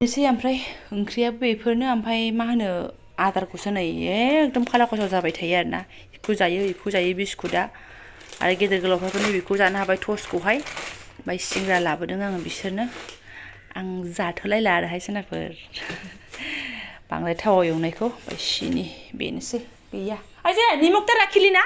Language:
Bodo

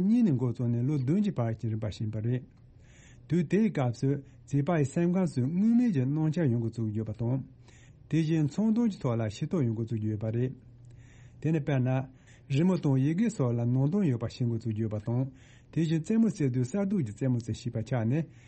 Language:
Tibetan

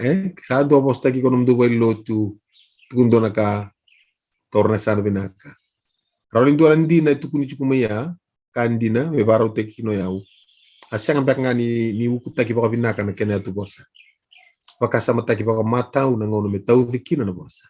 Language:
Fijian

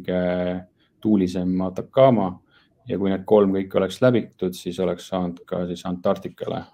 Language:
Estonian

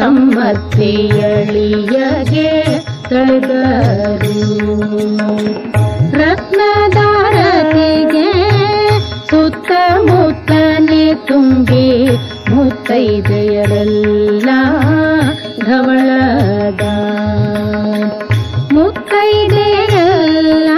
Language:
Kannada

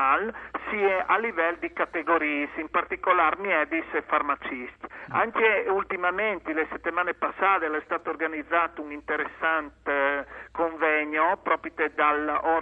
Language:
Friulian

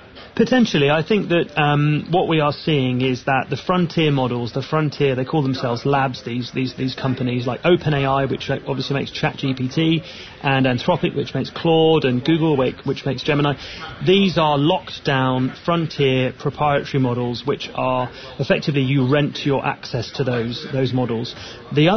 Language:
English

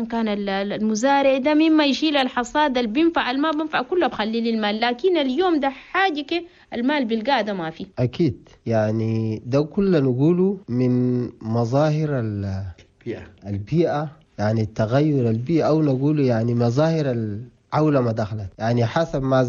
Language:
Chadian Arabic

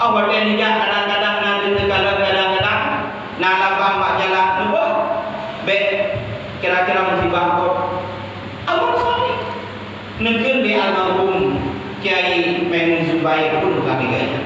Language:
Achinese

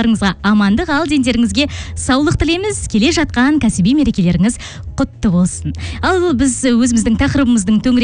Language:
Kazakh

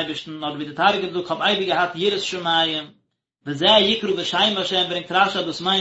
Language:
Yiddish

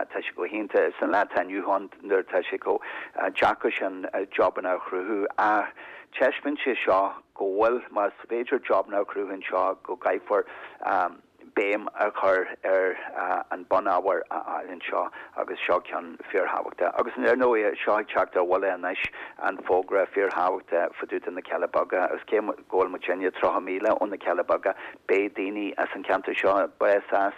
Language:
Irish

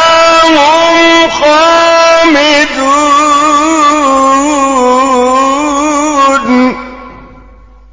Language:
Arabic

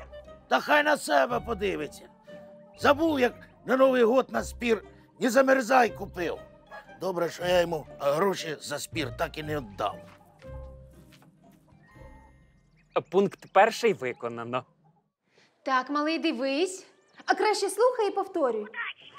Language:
Ukrainian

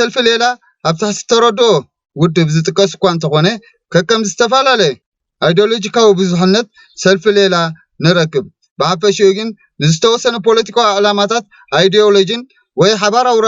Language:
Tigrinya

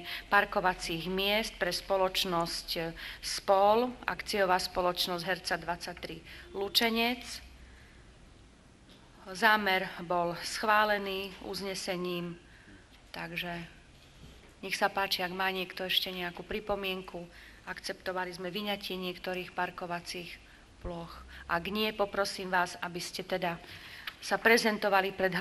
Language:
Slovak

